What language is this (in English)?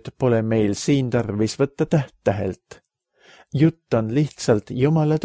Estonian